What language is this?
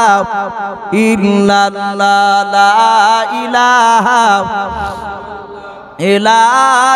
Bangla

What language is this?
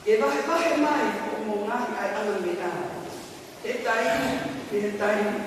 Tongan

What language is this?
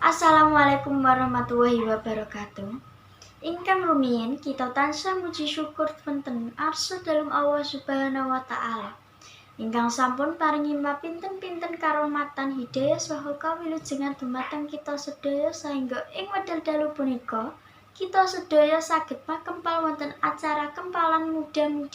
Javanese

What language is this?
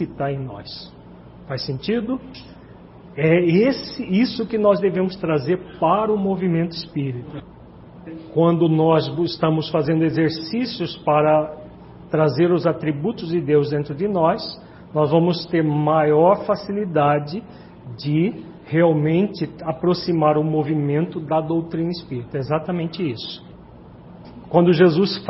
Portuguese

